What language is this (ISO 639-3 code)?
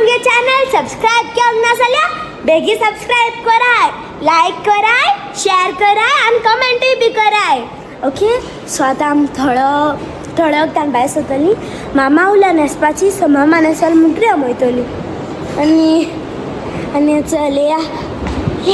kok